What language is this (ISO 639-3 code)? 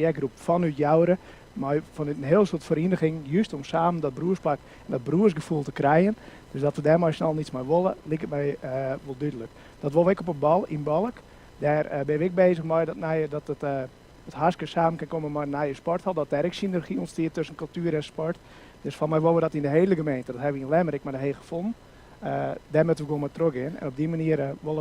fry